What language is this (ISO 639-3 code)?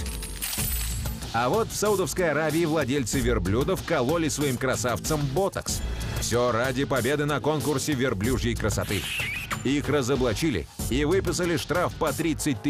rus